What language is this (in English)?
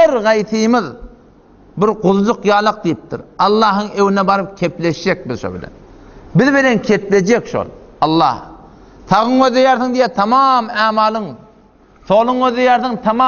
Turkmen